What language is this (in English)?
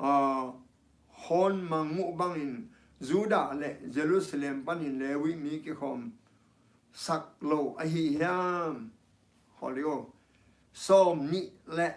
Tedim Chin